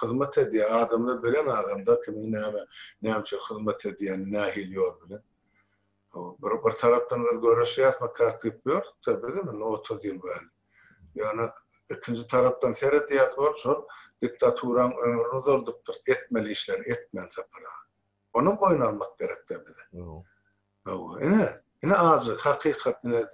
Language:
Turkmen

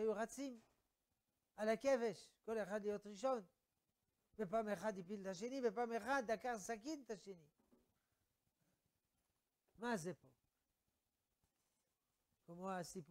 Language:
Hebrew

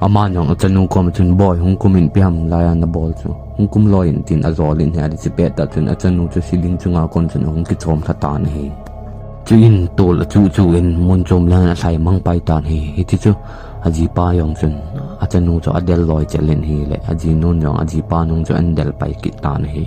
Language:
Thado Chin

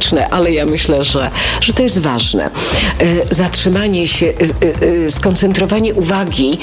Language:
Polish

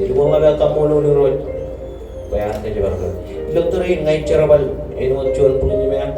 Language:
Marshallese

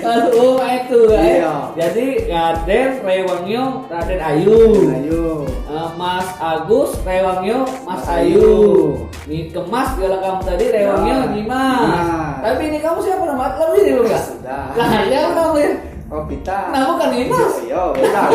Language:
Musi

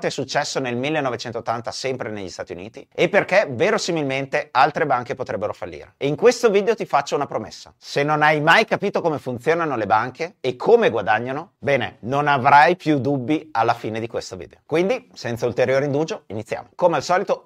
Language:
Italian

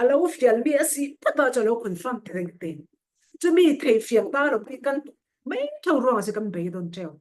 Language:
Falam Chin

